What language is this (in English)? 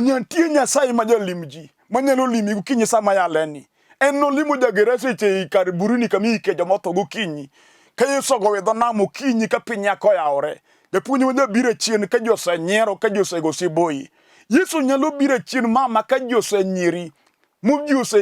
Luo (Kenya and Tanzania)